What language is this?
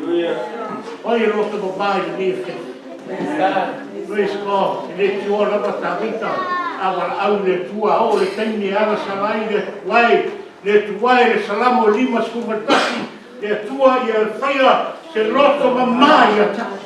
Samoan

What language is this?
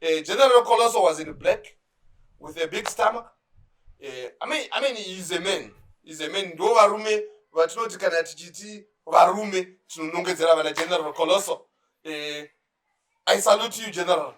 Shona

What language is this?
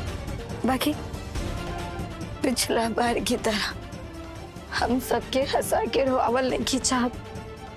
Bhojpuri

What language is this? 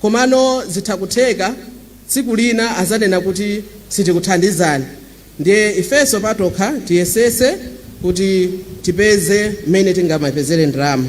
Nyanja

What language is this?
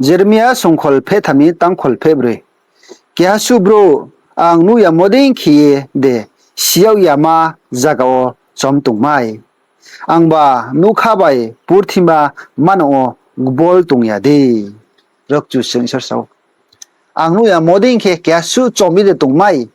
Riang (India)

